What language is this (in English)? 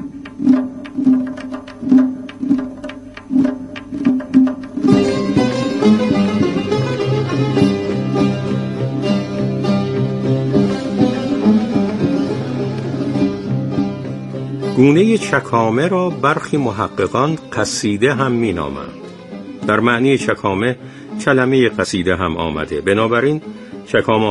Persian